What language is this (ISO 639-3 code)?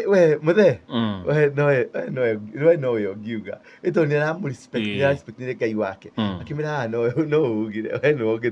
kik